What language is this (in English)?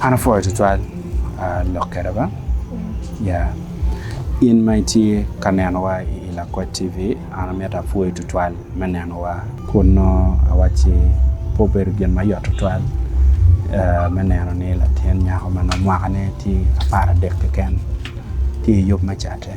Acoli